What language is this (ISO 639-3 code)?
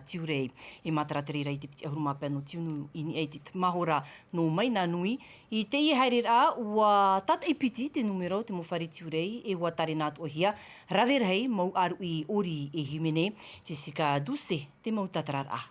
tah